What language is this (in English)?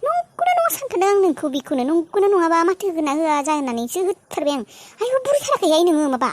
Bodo